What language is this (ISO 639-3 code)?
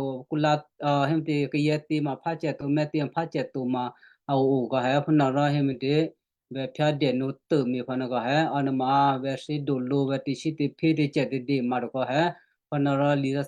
kyu